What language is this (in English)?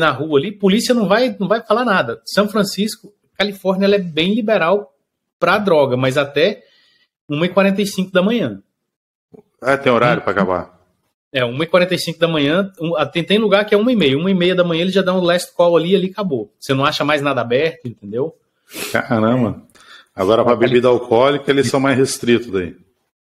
Portuguese